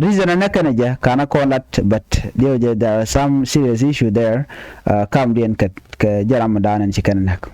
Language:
Nuer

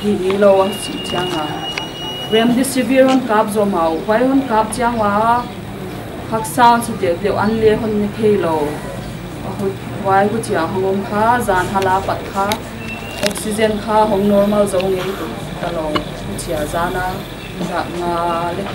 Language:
Paite Chin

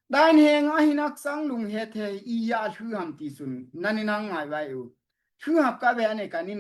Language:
Daai Chin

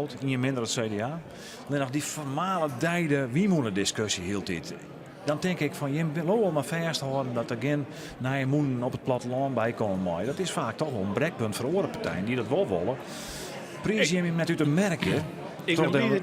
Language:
Western Frisian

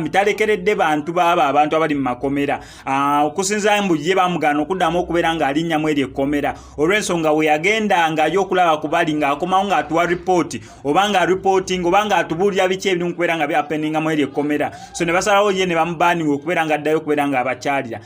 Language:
Ganda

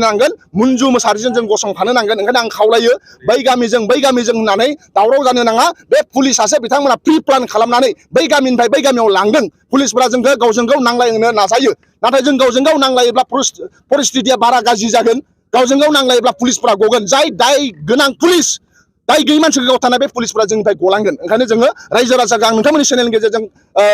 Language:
Bodo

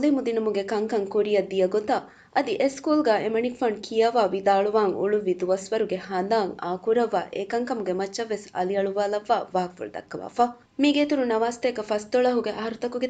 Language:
Divehi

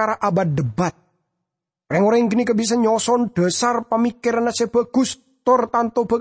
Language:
Madurese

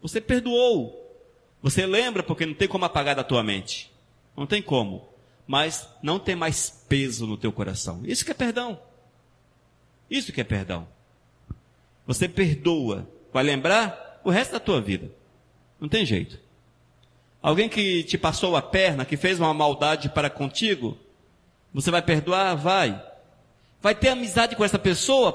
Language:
Portuguese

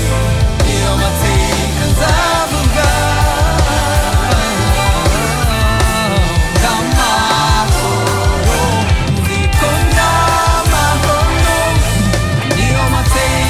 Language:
Kinyarwanda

